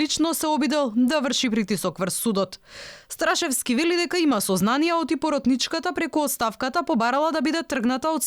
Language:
Macedonian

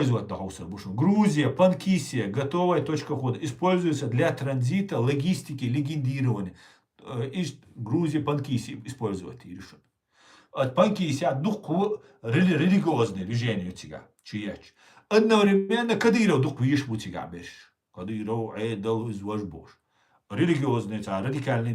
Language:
Chechen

